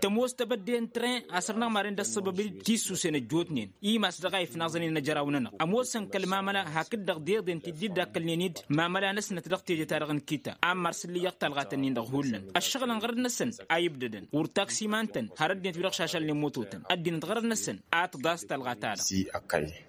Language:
Tamasheq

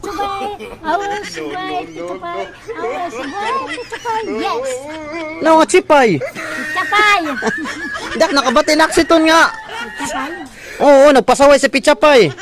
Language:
Waray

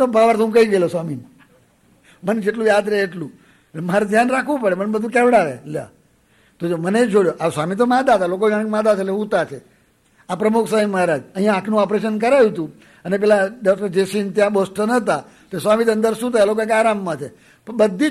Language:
Gujarati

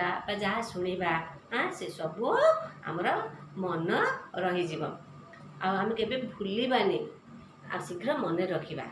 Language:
Odia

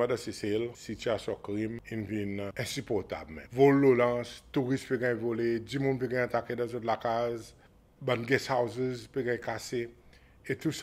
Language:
Seselwa Creole French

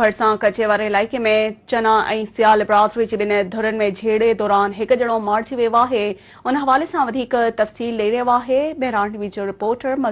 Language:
Sindhi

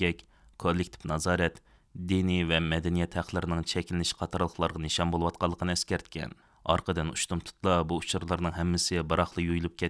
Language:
Uyghur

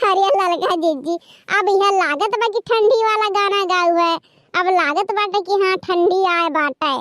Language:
Awadhi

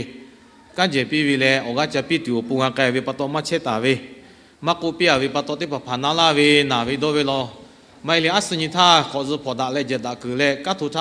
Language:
Lahu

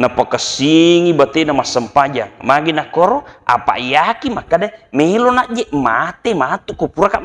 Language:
Buginese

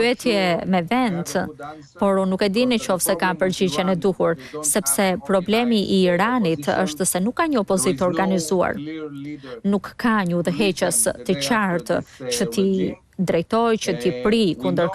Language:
Albanian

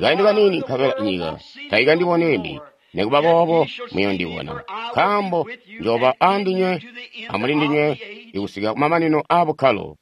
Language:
Tonga (Zambia)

